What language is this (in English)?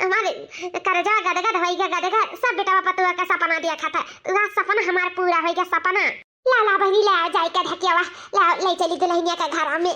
Awadhi